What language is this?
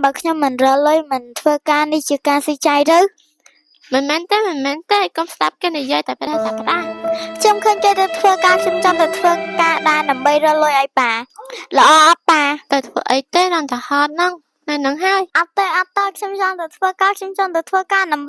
Khmer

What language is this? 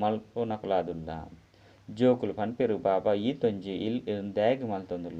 Tulu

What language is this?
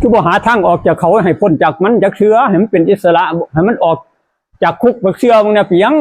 Northeastern Thai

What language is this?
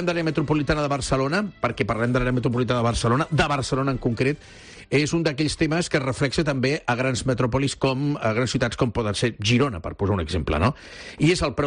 Catalan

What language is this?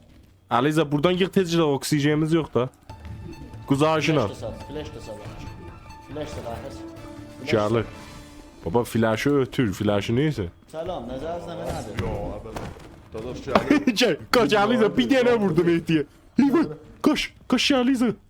South Azerbaijani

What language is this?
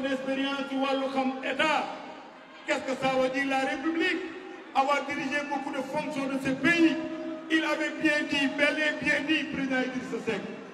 Wolof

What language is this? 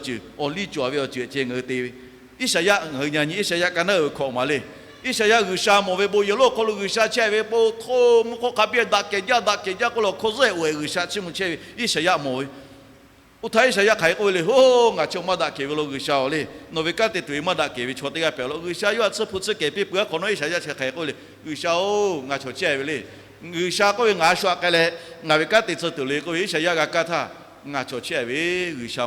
Lahu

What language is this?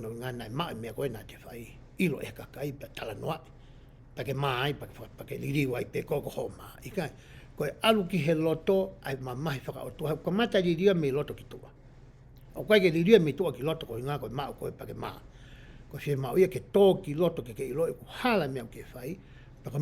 Tongan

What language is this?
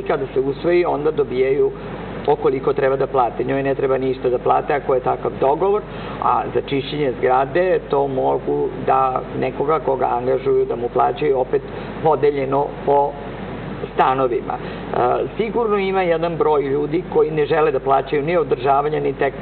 Serbian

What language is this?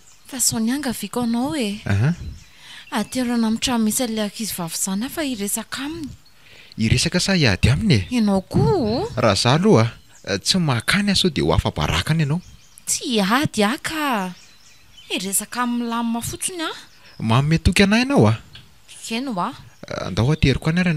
Malagasy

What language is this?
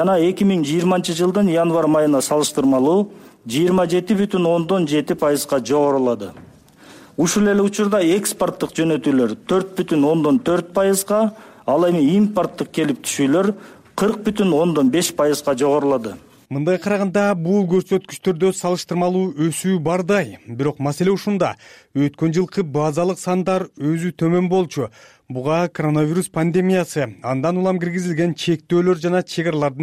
Kyrgyz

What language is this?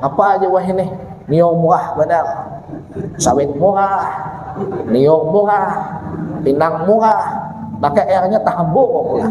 Banjar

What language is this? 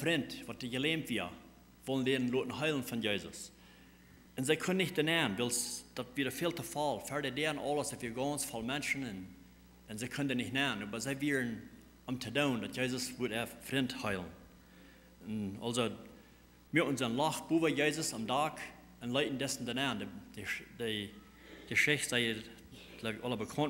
Plautdietsch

